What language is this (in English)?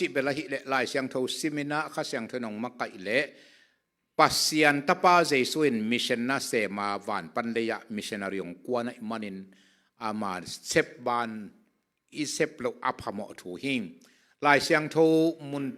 Tedim Chin